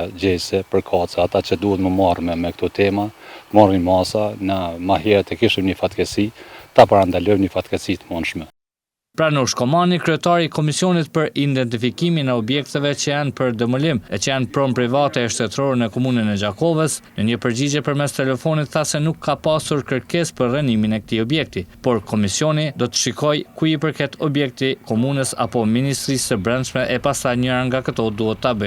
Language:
Albanian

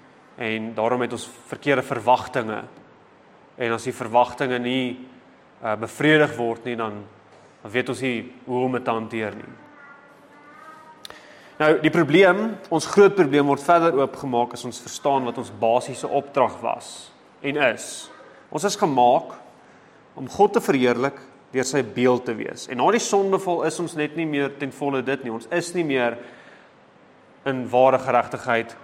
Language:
Afrikaans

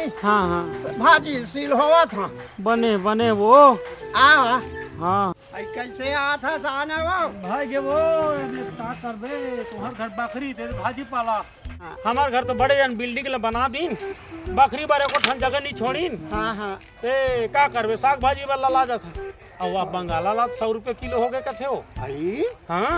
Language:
Chhattisgarhi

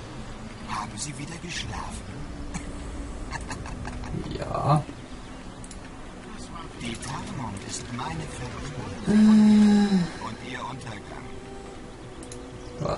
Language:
German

